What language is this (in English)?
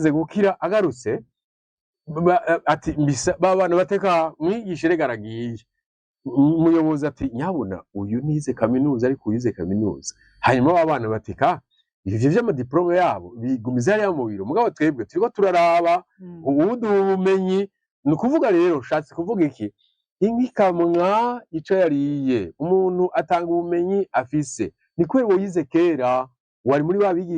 Rundi